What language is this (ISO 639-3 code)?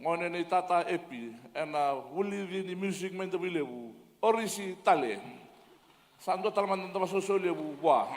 fij